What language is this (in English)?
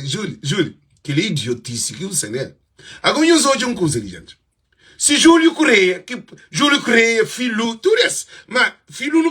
Kabuverdianu